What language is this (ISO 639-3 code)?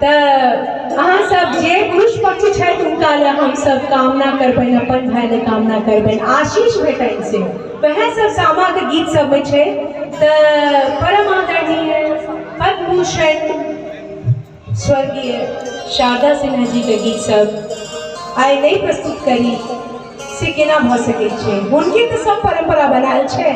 mai